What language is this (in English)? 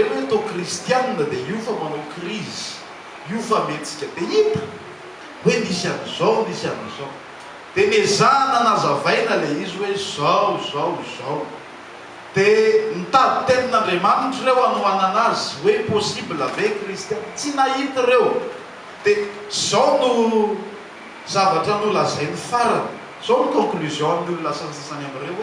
Malagasy